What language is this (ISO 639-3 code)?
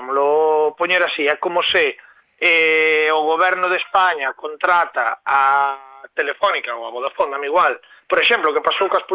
glg